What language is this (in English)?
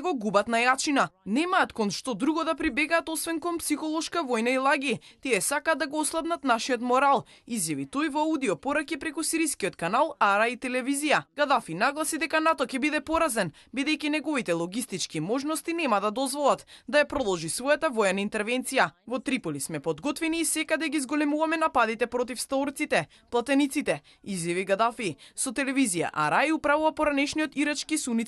Macedonian